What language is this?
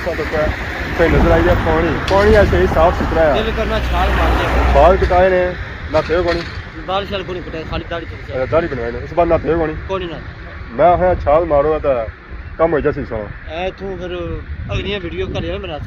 Pahari-Potwari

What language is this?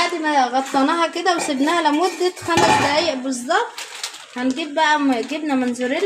Egyptian Arabic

